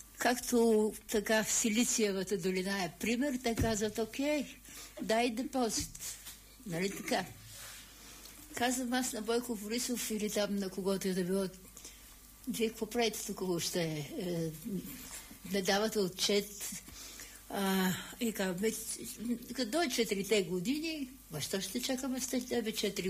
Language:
Bulgarian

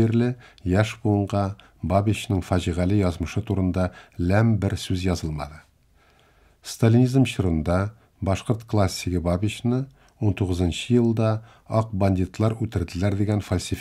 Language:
Tatar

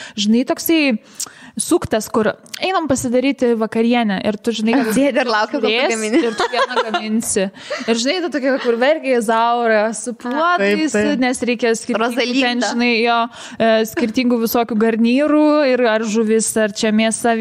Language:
Lithuanian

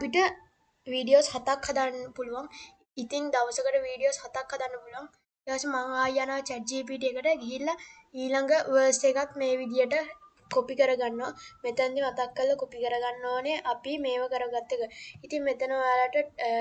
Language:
Sinhala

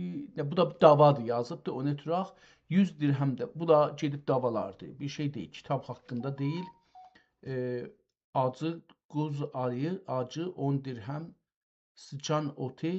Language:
South Azerbaijani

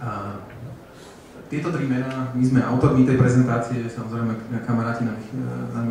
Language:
Slovak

